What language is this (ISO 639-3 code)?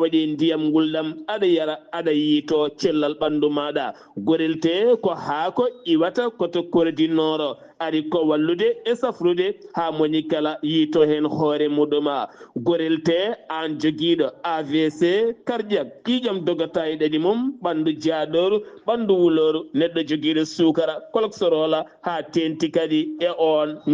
ful